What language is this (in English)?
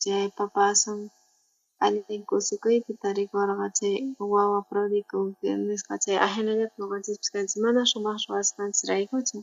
South Bolivian Quechua